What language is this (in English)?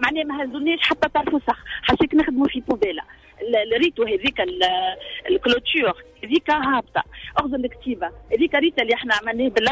Tunisian Arabic